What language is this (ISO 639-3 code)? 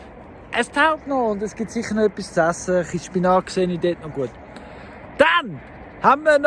gsw